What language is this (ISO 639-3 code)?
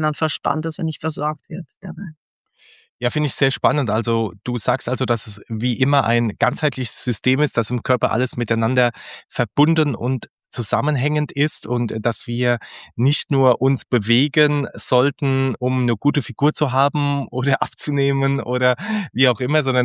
deu